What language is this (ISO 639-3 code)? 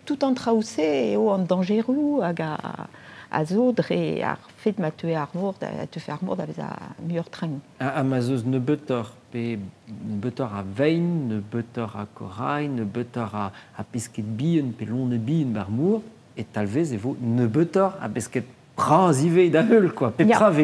bre